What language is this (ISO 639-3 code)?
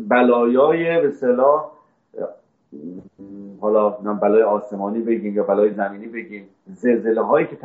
fas